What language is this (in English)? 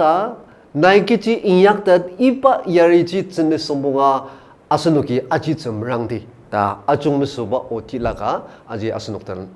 Ao Naga